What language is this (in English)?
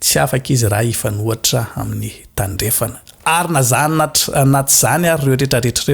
Malagasy